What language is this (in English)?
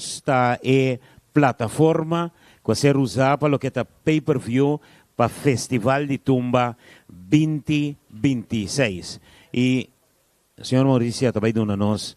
Papiamento